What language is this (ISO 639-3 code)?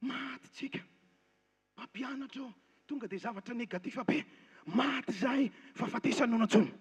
mlg